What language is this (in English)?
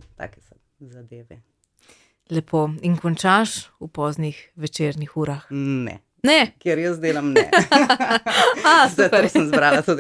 Slovenian